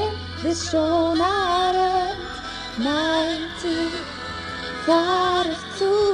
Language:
Icelandic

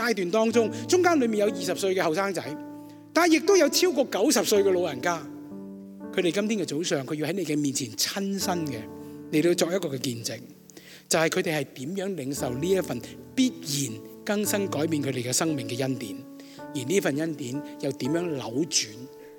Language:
Cantonese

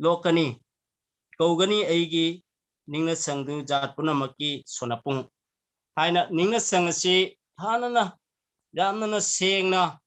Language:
Manipuri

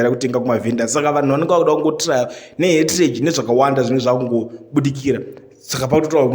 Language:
Shona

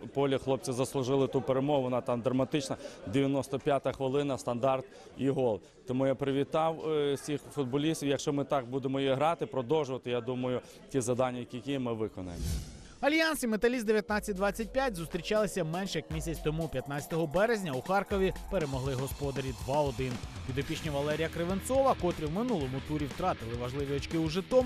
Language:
Ukrainian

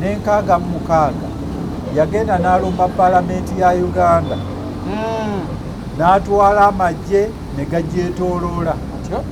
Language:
Ganda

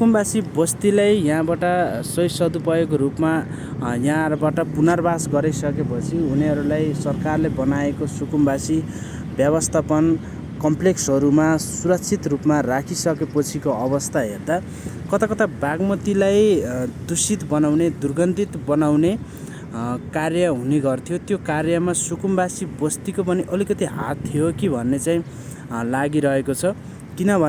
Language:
Nepali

